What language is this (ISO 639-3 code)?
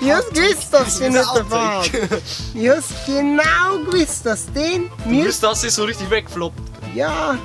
bar